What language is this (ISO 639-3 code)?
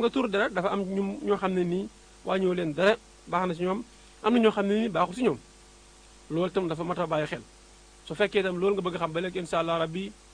wol